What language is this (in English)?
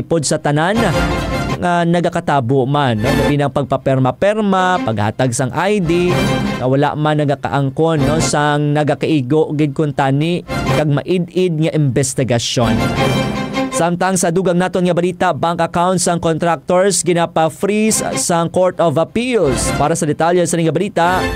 Hiligaynon